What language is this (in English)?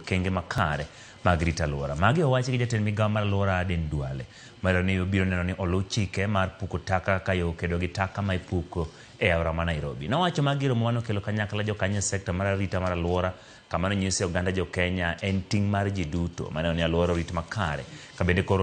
Luo (Kenya and Tanzania)